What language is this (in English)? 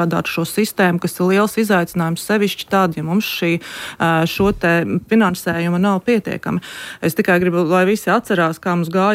Latvian